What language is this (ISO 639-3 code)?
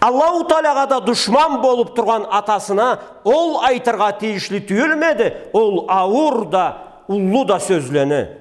krc